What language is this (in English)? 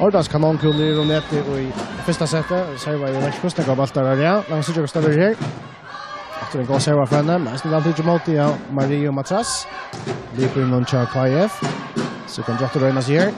Faroese